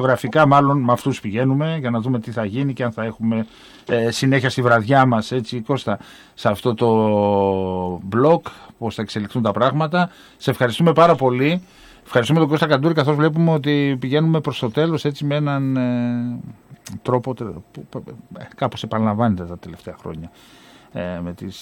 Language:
Greek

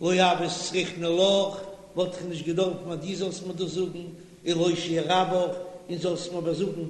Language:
Yiddish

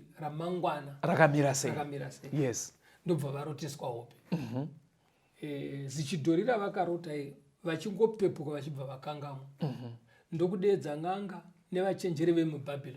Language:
Shona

